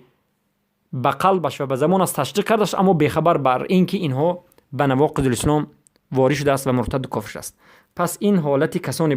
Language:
Persian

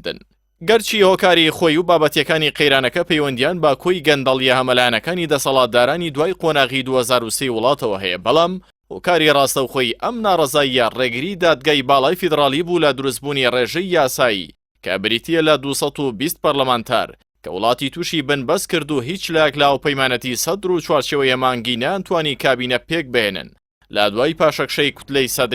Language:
Central Kurdish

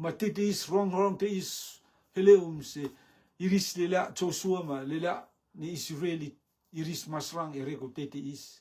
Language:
Rotuman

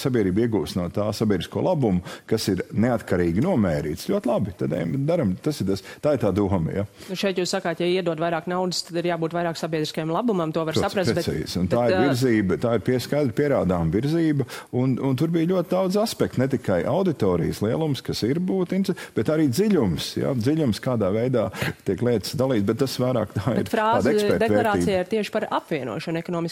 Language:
Latvian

